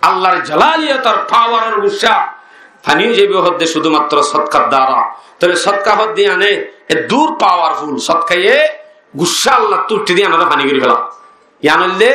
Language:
Rohingya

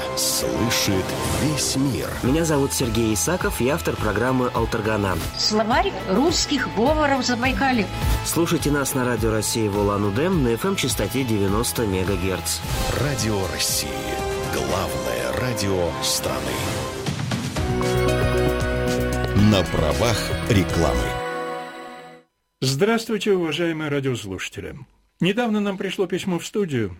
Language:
Russian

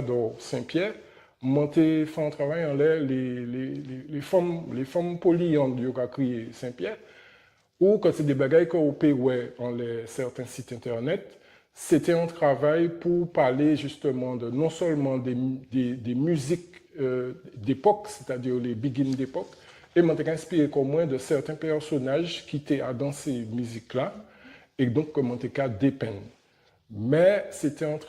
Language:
Guadeloupean Creole French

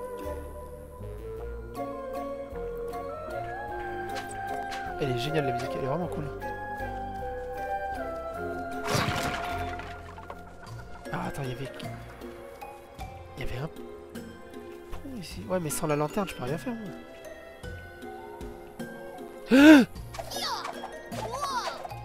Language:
French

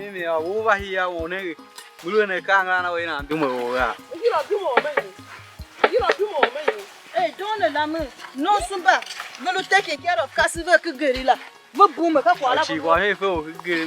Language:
Tiv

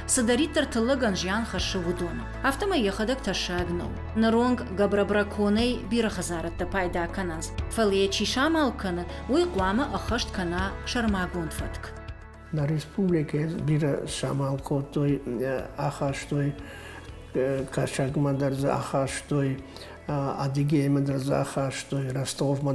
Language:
Ossetic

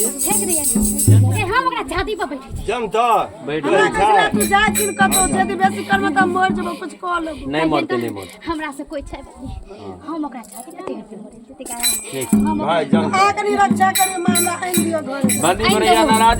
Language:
Maithili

